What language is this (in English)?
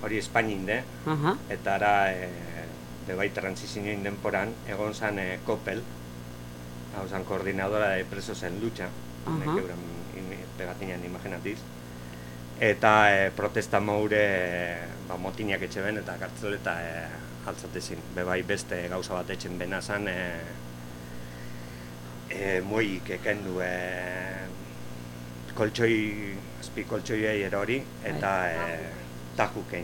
Basque